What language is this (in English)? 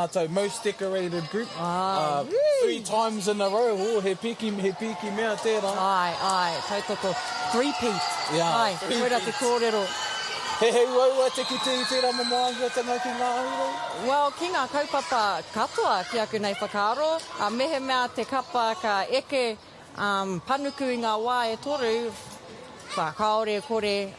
Māori